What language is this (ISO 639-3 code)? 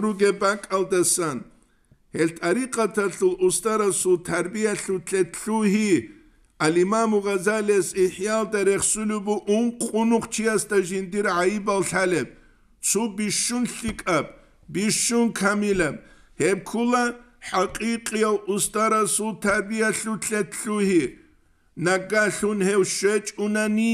ava